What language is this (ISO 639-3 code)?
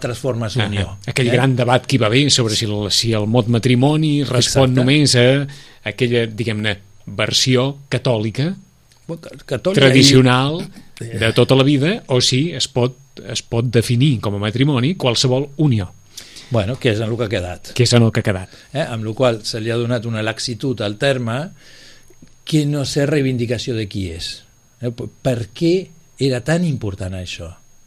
cat